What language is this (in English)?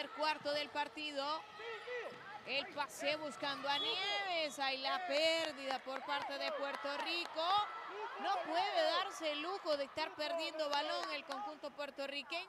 Spanish